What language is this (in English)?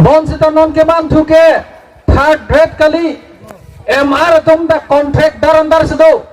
Karbi